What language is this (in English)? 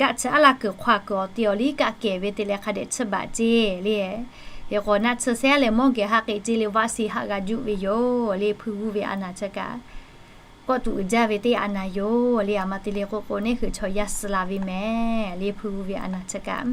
Lahu